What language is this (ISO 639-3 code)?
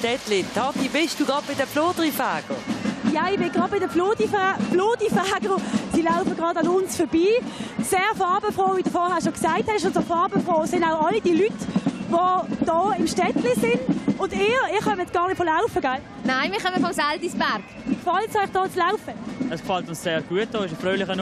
gsw